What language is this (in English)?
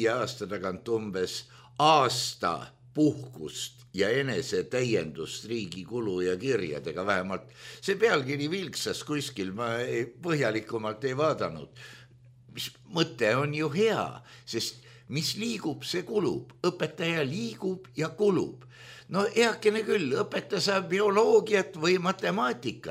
Estonian